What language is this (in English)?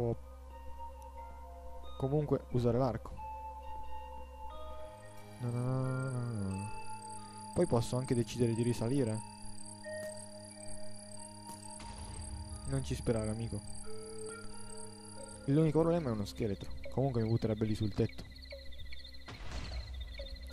Italian